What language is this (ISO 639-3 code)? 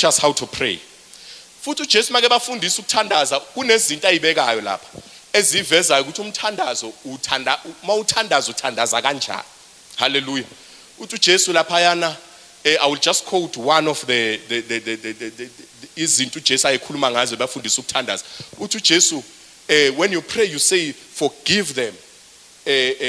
zul